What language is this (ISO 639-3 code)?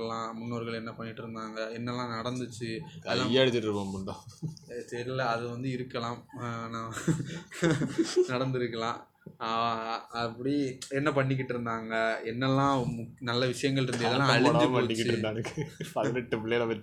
tam